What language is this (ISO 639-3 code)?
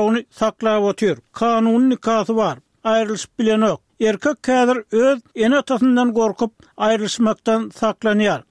tuk